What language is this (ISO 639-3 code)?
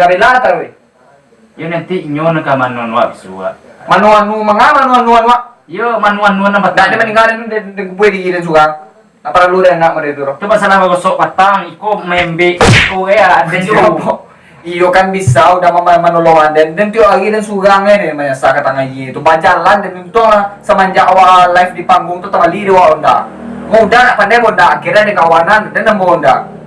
min